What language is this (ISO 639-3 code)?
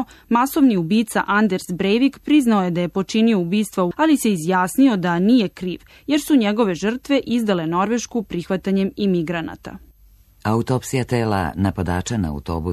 srp